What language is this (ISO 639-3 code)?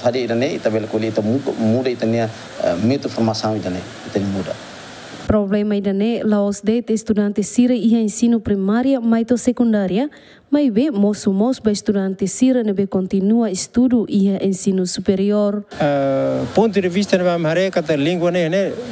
tet